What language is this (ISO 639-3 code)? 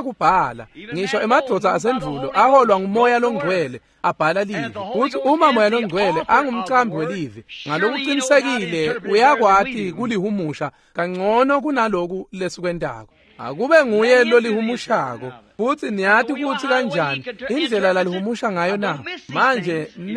ssw